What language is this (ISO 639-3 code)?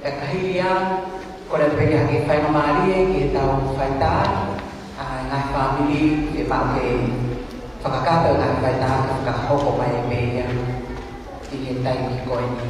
ton